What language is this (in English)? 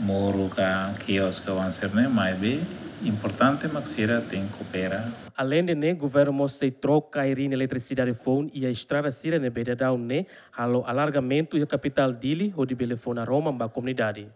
Tetum